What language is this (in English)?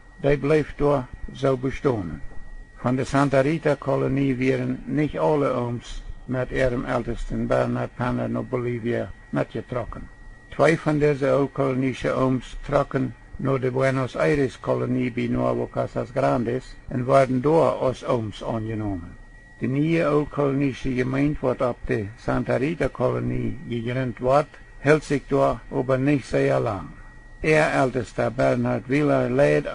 Plautdietsch